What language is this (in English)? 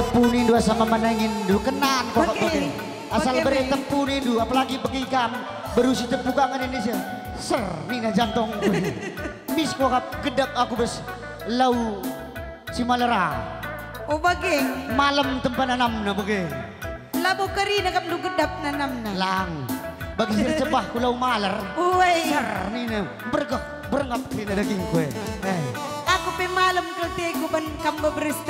Batak Karo